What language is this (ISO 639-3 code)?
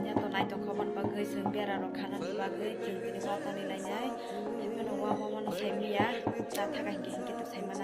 trp